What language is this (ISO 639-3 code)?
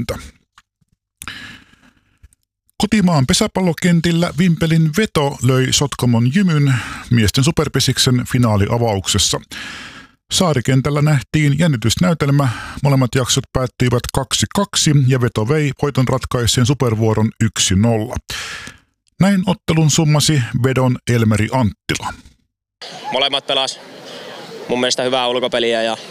fin